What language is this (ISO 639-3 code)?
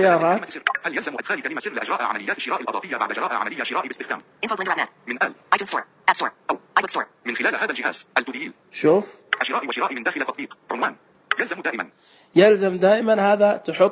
ars